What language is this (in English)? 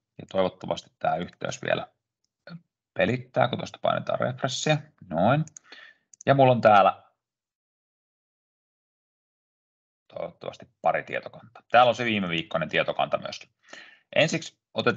Finnish